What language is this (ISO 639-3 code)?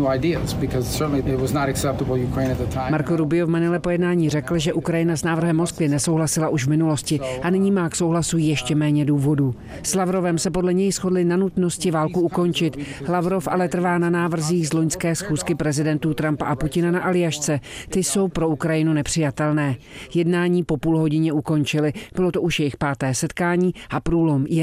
ces